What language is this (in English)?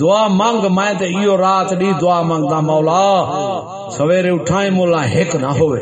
Saraiki